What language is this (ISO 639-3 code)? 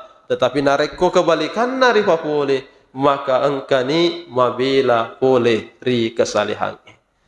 bug